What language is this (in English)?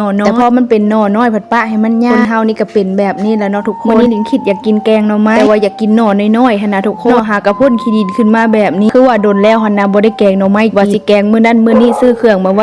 Lao